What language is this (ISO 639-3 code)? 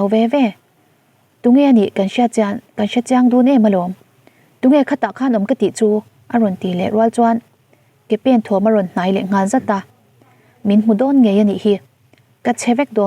lus